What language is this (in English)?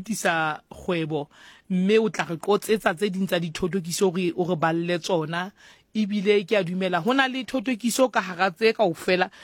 Southern Sotho